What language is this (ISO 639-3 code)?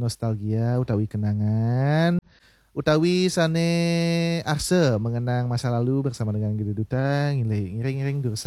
ban